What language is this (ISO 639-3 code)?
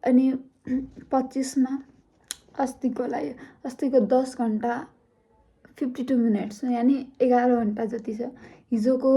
nep